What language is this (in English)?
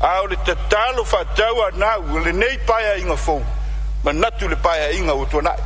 Samoan